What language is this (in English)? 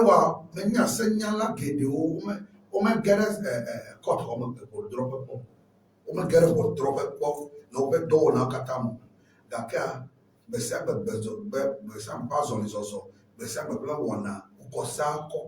Ewe